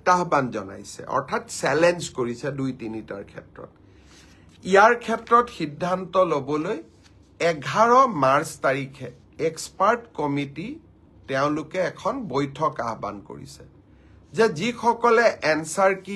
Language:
Assamese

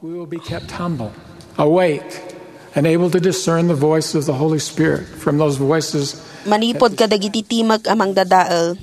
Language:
Iloko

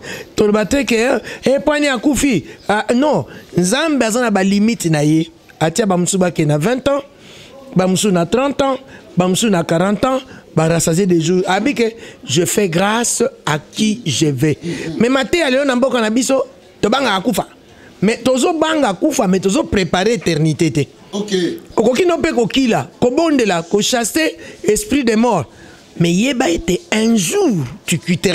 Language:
Lingala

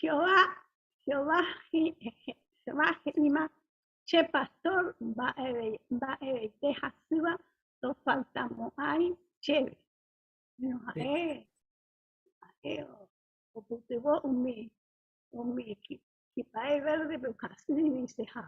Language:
Guarani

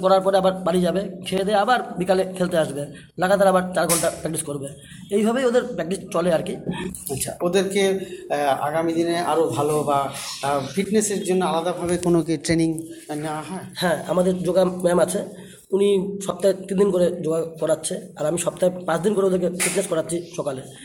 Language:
Bangla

